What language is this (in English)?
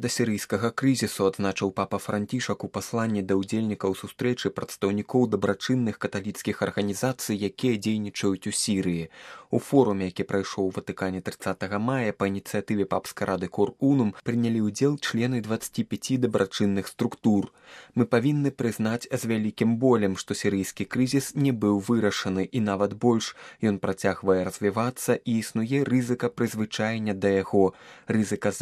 Belarusian